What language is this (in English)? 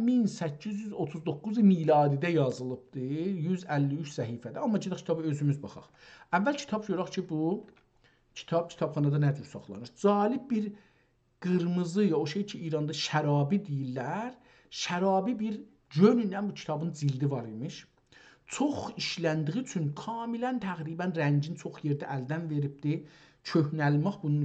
South Azerbaijani